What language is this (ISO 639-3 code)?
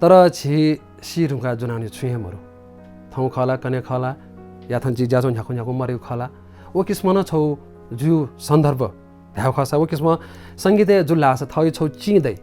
new